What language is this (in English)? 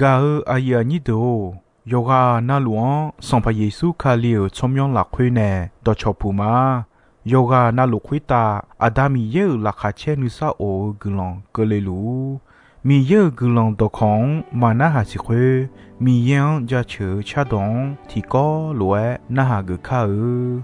Akha